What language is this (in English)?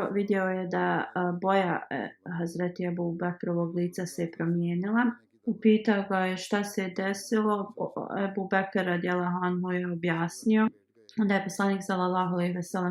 Bosnian